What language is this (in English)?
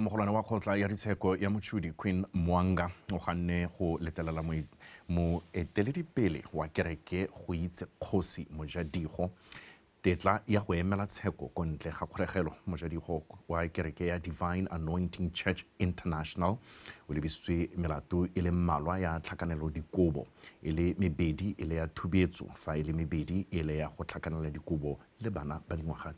Tswana